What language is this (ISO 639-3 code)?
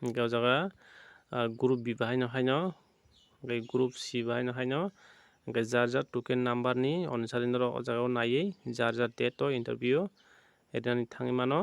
trp